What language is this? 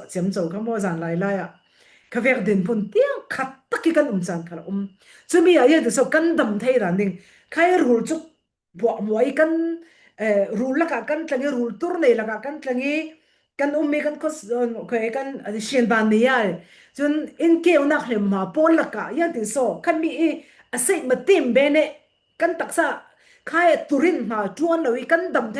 Falam Chin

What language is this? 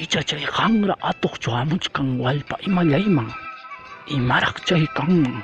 Ayacucho Quechua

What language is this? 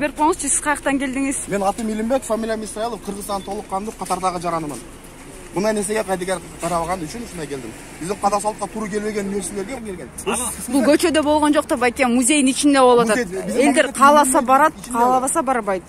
Kyrgyz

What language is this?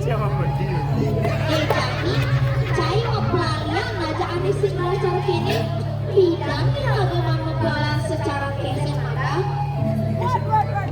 Balinese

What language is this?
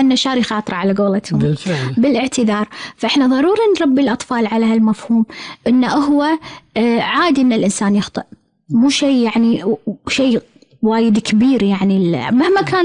Gulf Arabic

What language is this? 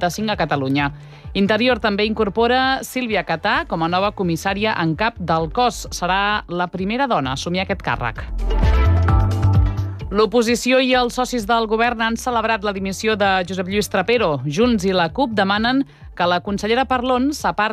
Catalan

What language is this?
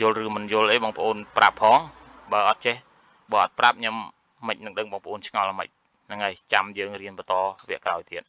Khmer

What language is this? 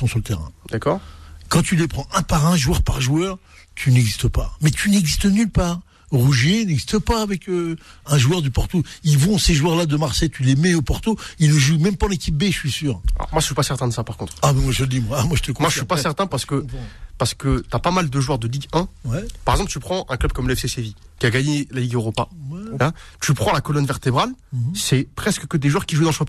French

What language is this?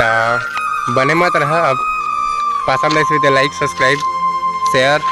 Chhattisgarhi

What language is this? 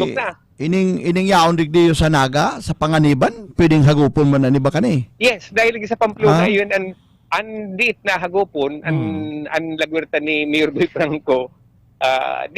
Bikol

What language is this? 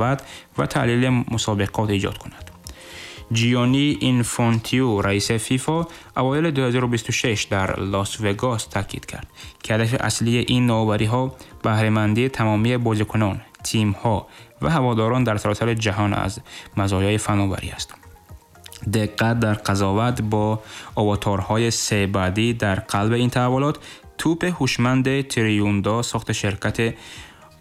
Tajik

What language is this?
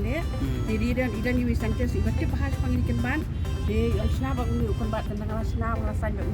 Khasi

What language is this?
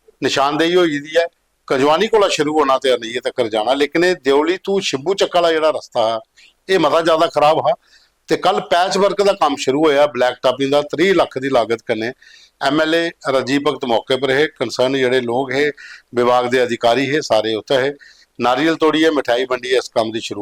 Dogri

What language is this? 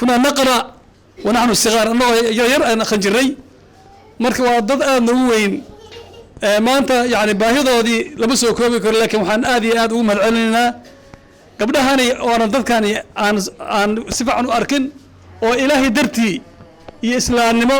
Somali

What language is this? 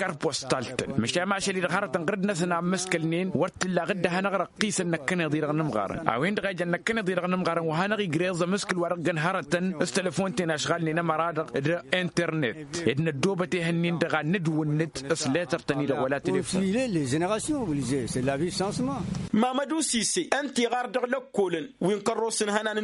Tamasheq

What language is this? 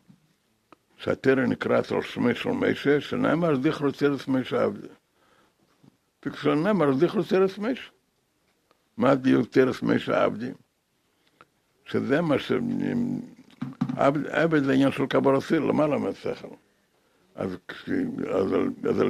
Hebrew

